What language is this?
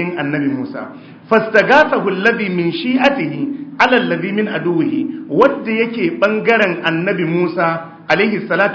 Hausa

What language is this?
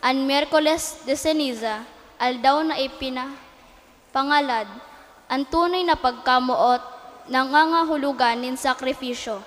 Bikol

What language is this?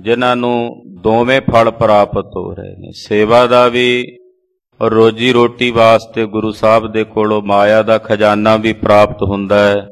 Punjabi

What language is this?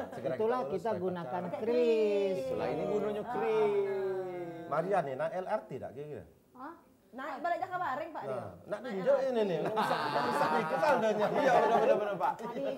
Musi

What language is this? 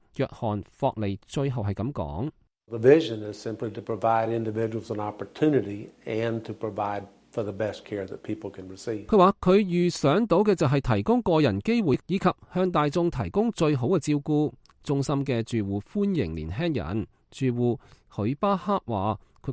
Cantonese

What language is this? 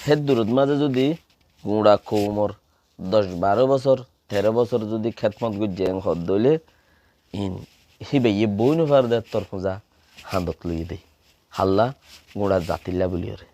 Rohingya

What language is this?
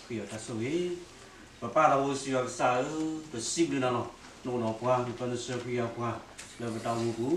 S'gaw Karen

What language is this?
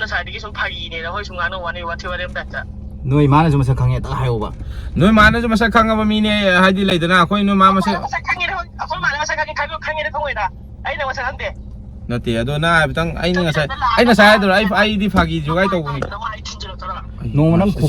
Manipuri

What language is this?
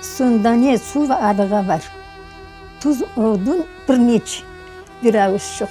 Crimean Tatar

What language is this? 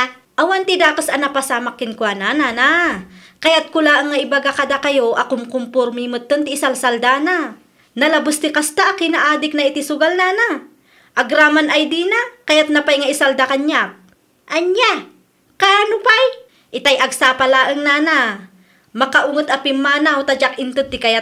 Iloko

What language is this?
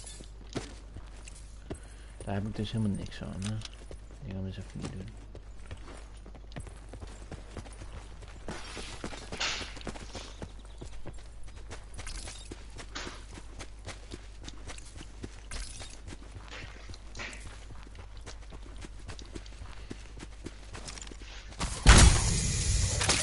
Dutch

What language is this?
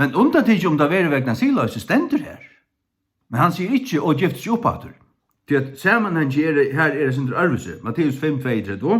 Faroese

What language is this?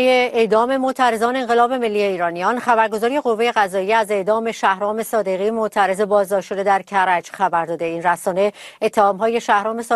Persian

